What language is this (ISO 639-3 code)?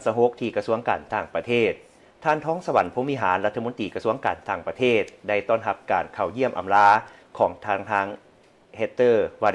lao